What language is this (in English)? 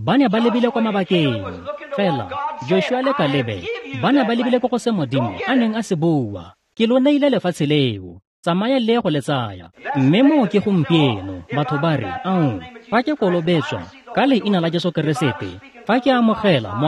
Tswana